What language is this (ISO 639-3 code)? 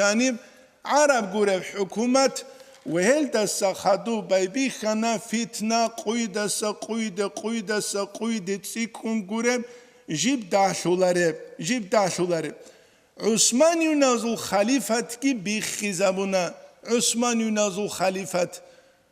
ava